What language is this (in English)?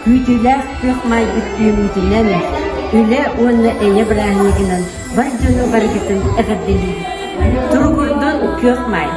Yakut